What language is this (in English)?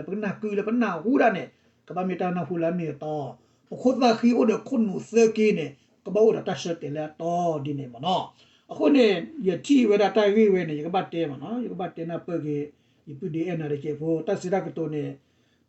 S'gaw Karen